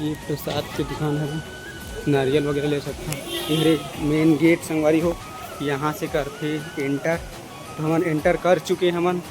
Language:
Chhattisgarhi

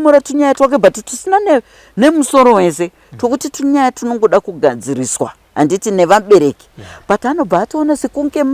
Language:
Shona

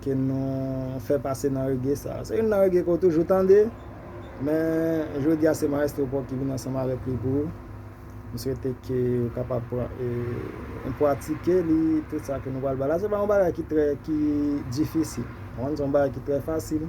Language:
Haitian Creole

